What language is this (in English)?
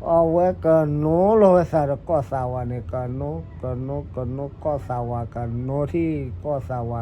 S'gaw Karen